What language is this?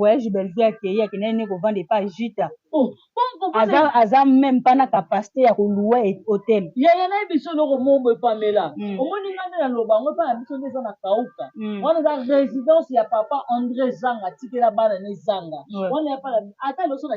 Lingala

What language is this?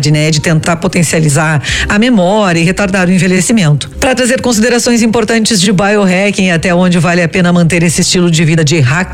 Portuguese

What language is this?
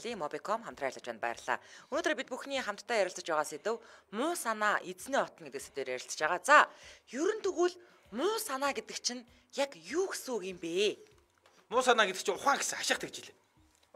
Mongolian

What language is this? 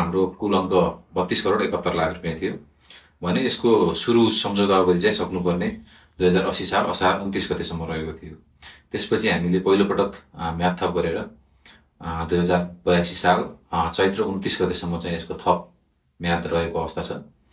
Nepali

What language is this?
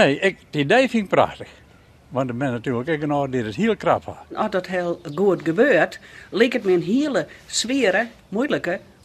Western Frisian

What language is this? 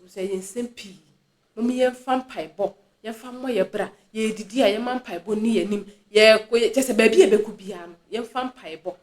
Akan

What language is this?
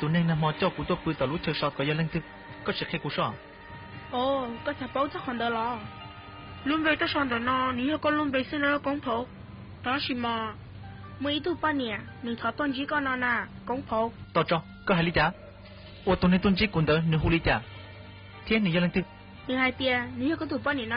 Hmong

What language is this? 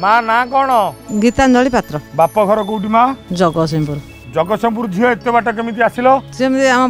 Odia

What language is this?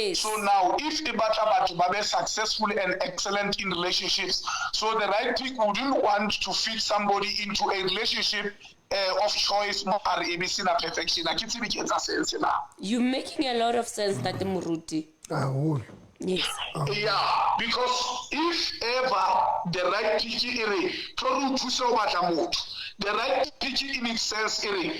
Southern Sotho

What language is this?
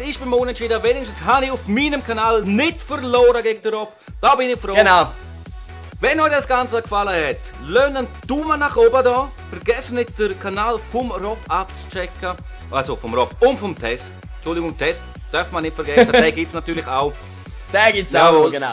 Swiss German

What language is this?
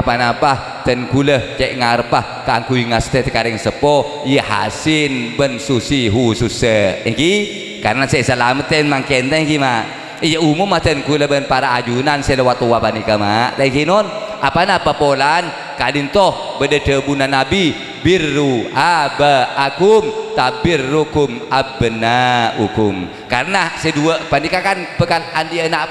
Madurese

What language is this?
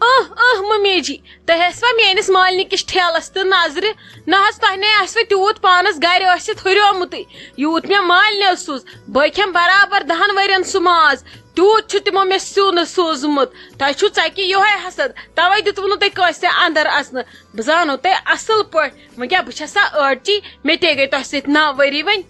Kashmiri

